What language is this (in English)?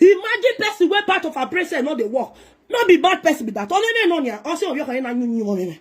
Nigerian Pidgin